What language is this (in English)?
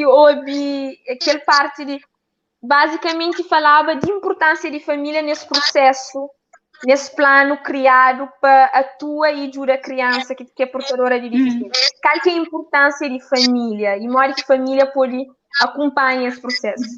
Kabuverdianu